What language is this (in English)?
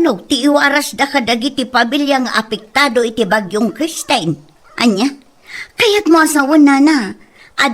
Iloko